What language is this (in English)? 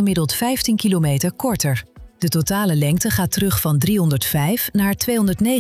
Dutch